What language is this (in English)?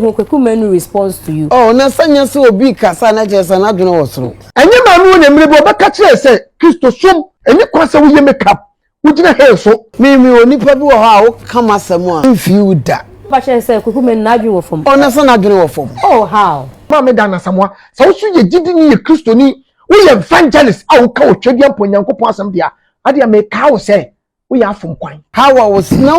Akan